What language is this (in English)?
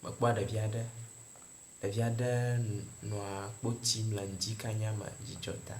Ewe